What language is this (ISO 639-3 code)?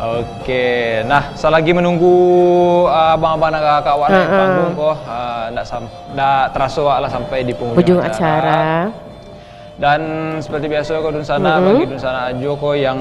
min